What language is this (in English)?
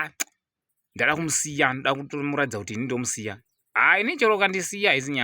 Shona